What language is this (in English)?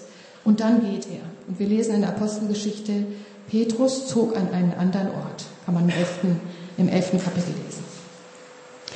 German